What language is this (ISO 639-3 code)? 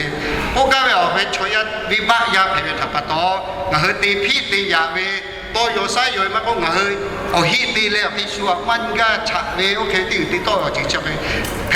lhu